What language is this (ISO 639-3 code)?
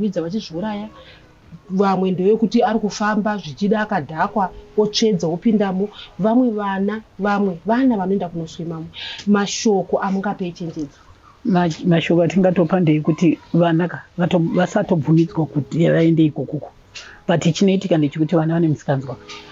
sna